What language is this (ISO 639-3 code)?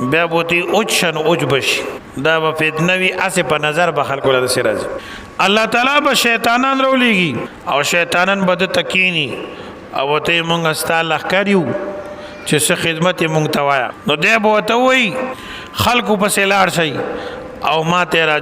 pus